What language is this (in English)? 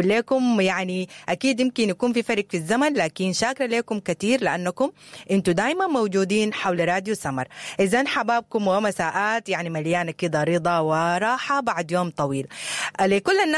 Sudanese Arabic